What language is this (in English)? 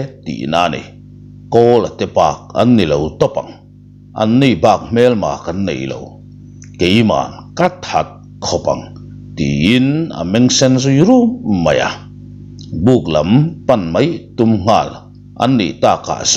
Mizo